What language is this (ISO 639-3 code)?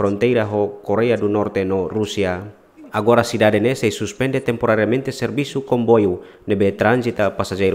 tet